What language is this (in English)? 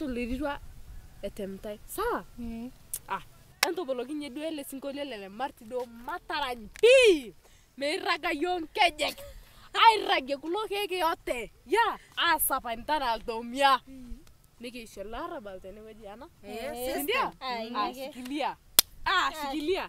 Masai